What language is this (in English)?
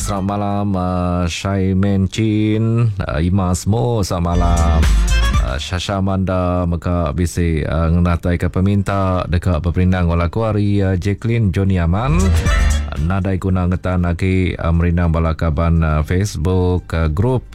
Iban